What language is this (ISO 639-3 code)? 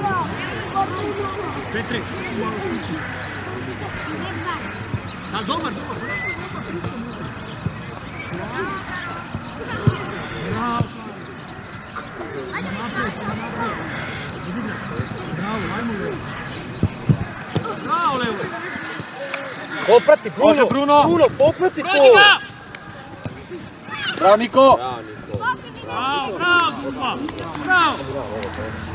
hrv